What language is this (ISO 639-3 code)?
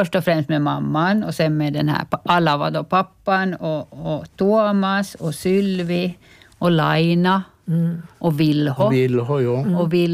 swe